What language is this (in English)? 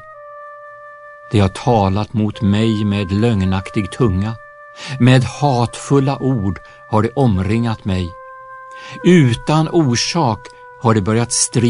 Swedish